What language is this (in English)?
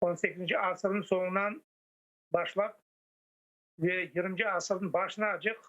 Crimean Tatar